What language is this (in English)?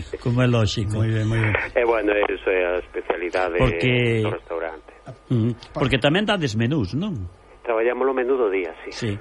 Galician